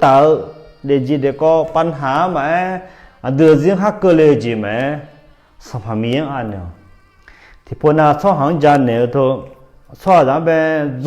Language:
Akha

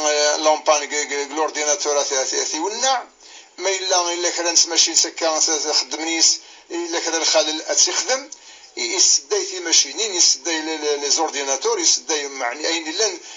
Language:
Kabyle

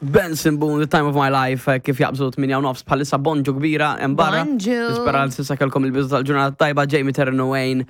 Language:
Maltese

